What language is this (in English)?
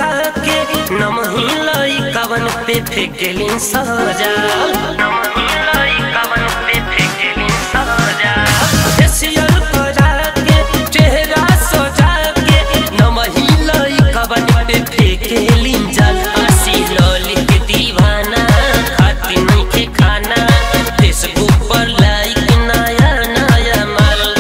Bhojpuri